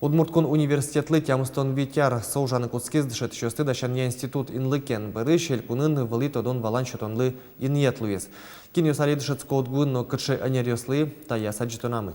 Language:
Udmurt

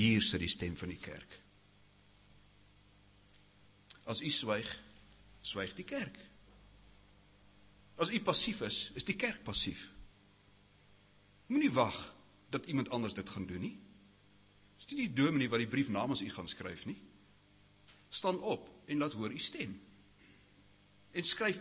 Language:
Afrikaans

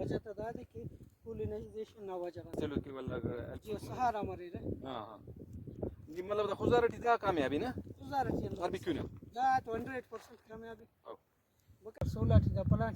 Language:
Brahui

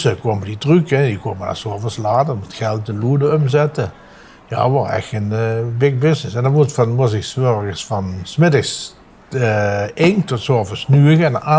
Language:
Limburgish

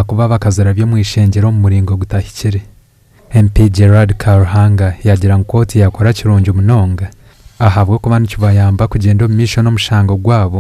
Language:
Nyankole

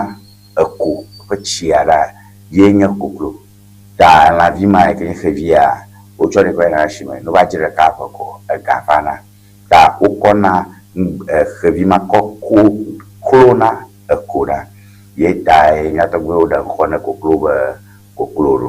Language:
Ewe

